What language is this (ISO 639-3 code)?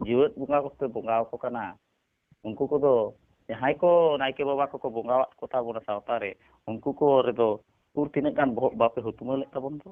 sat